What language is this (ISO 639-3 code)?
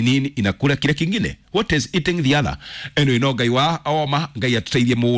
kik